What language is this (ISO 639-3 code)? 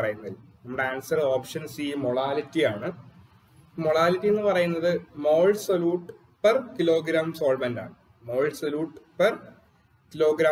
mal